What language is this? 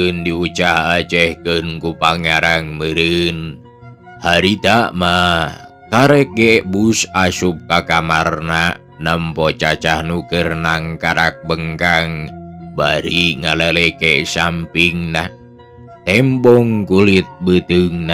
Sundanese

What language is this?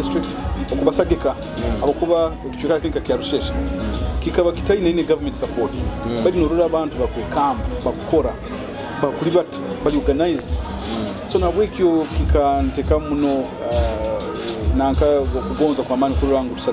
Nyoro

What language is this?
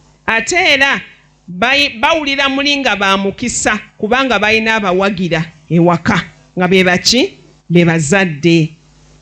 Ganda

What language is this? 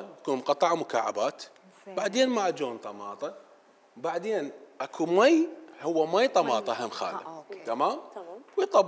Mesopotamian Arabic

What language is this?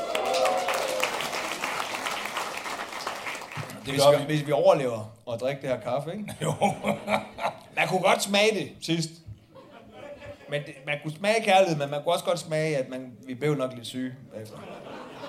Danish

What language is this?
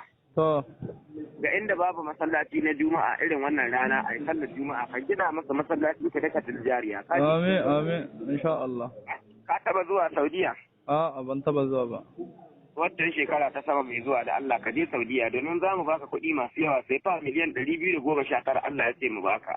Hausa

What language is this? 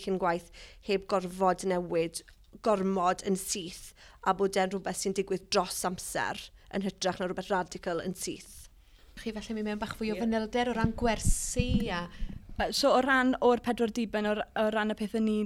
Welsh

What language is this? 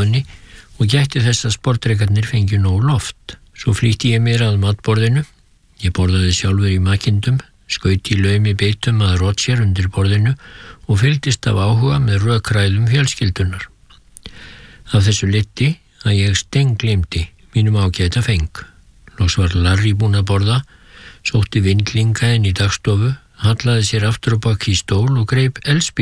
Icelandic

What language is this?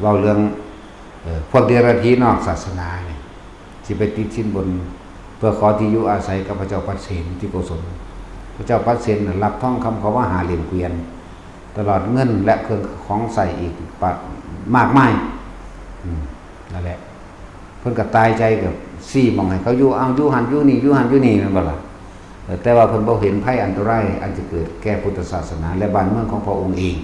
Northeastern Thai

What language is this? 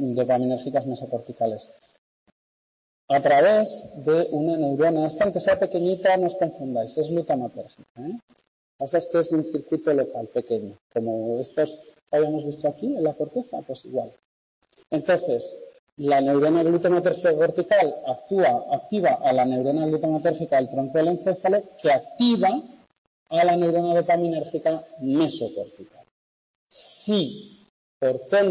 Spanish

